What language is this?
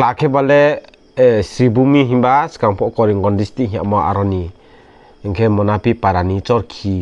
Riang (India)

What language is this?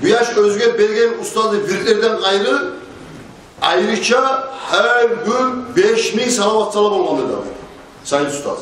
Kumyk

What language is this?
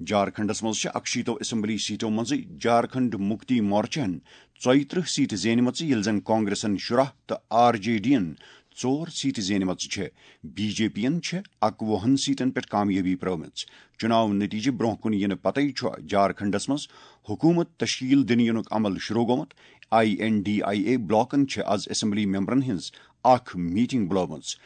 Kashmiri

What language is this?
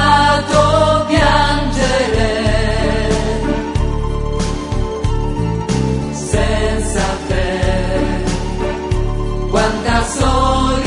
Italian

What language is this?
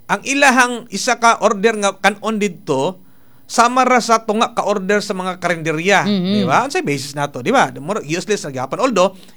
Cebuano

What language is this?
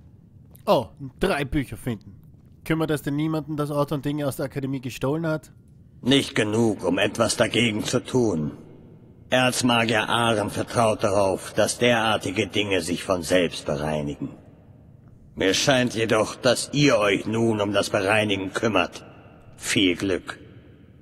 German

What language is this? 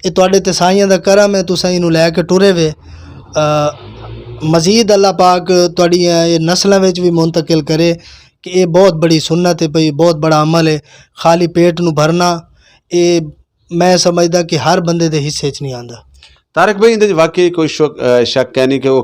Western Panjabi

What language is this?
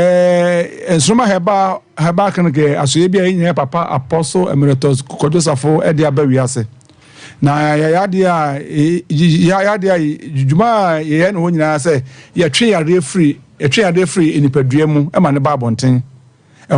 Akan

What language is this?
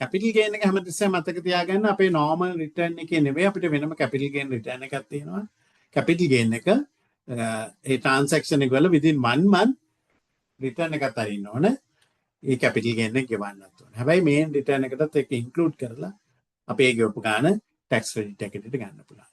Sinhala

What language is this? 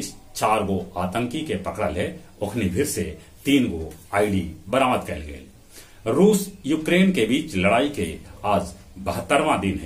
Magahi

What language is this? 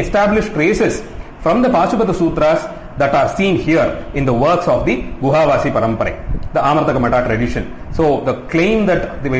English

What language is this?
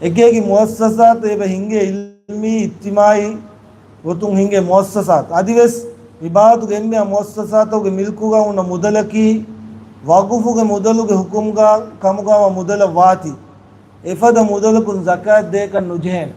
Divehi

